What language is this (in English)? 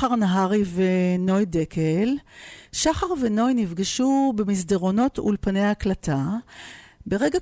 Hebrew